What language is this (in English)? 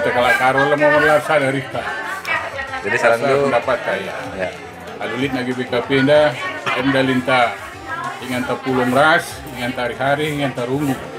Batak Karo